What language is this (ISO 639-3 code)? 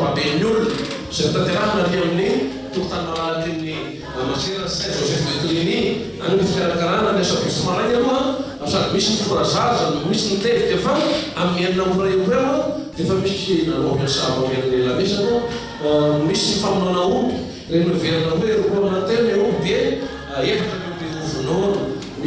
mlg